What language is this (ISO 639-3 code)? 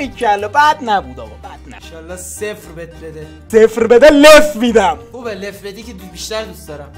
fas